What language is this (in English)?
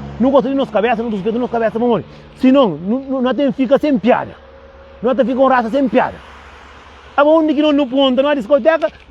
Kabuverdianu